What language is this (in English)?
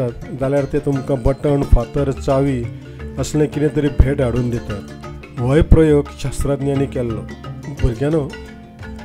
Konkani